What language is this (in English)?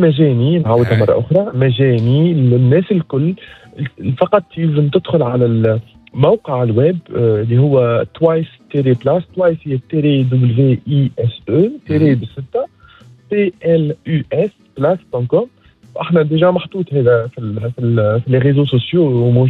Tunisian Arabic